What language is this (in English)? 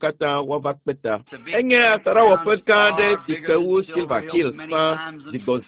Ewe